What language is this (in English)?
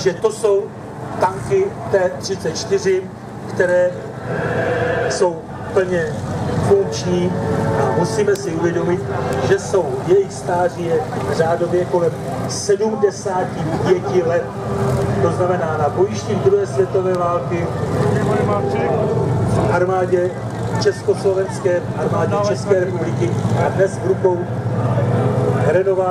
Czech